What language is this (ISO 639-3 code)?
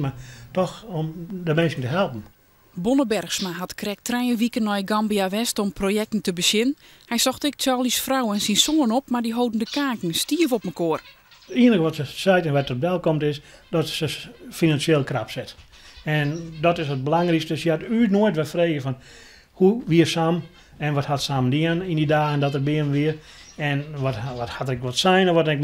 fry